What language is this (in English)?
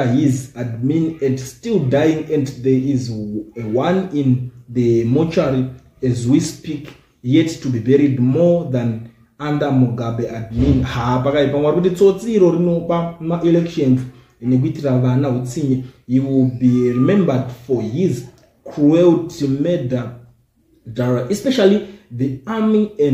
Shona